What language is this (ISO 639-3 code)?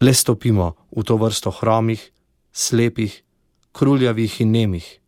slv